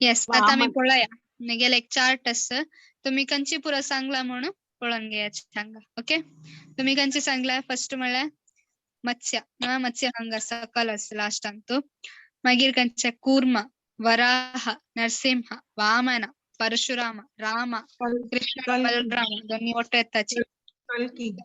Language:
Konkani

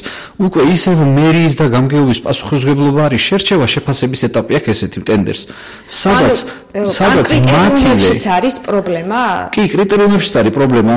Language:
Georgian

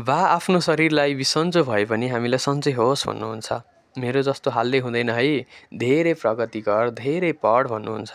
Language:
Nepali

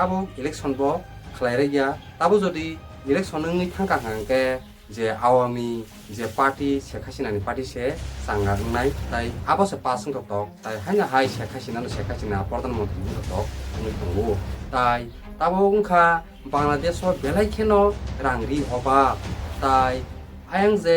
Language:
Kok Borok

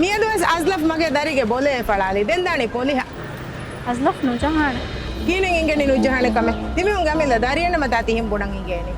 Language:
Divehi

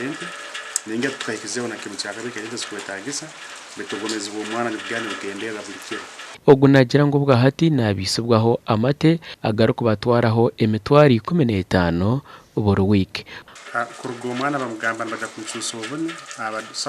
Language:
Nyankole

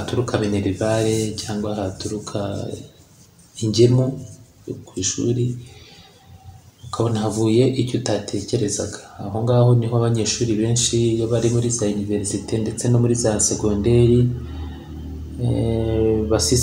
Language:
Kinyarwanda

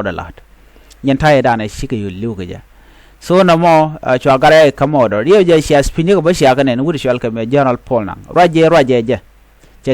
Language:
Nuer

